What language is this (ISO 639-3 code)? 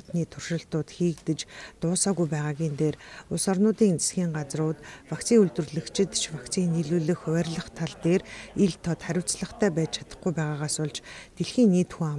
mon